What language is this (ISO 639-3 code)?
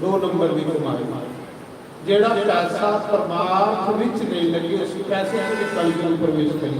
doi